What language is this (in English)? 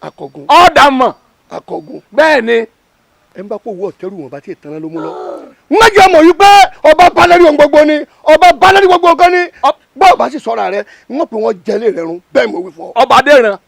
Yoruba